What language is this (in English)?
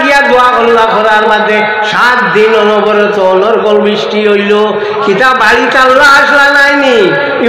Sylheti